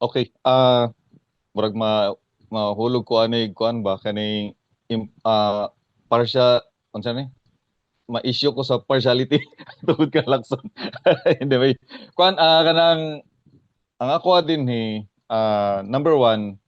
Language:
Cebuano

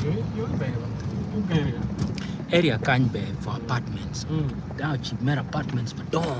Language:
Acoli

